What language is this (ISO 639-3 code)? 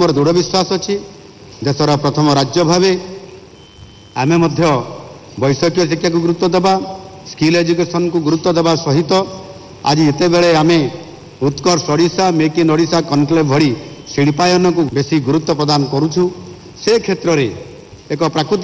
ori